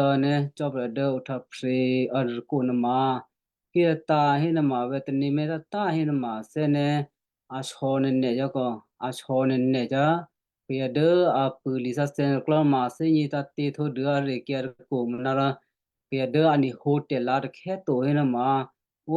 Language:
Western Kayah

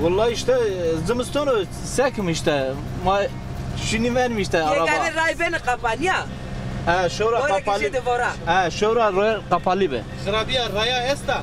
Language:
Zaza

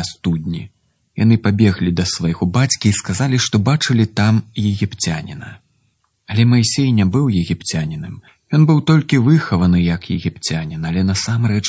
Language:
Belarusian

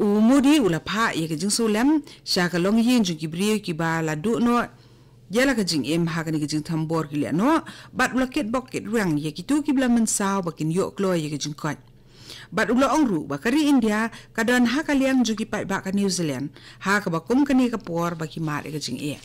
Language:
Khasi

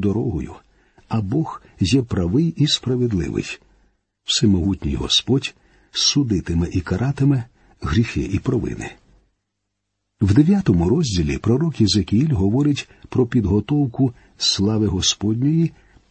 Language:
Ukrainian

